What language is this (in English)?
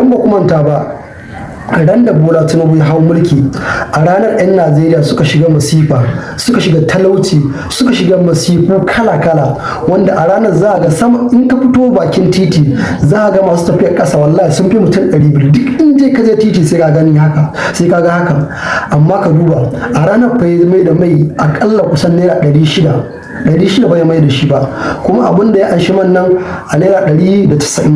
Hausa